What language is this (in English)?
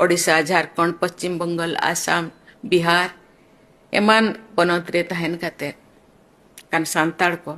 Santali